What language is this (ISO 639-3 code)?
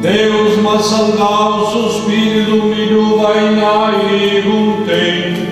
srd